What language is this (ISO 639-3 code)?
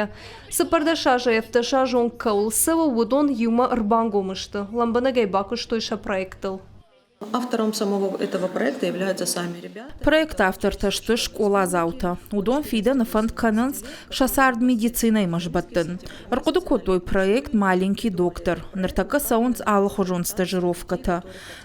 oss